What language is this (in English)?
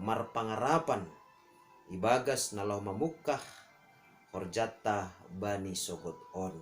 Batak Simalungun